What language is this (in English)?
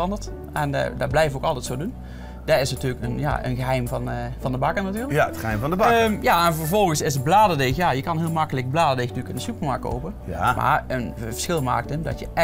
Dutch